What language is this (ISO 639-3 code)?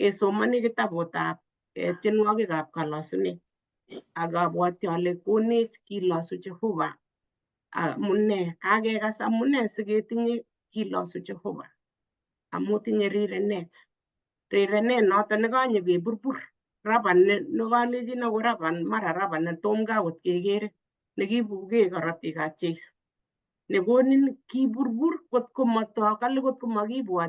kln